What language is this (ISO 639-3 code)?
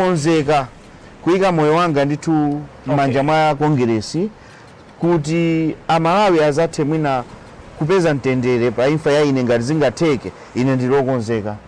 nya